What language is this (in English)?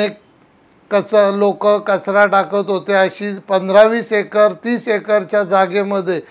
Marathi